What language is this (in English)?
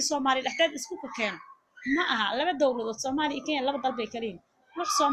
Somali